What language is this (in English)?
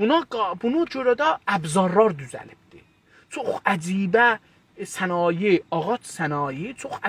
South Azerbaijani